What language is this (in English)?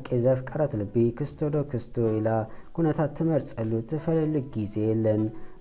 Tigrinya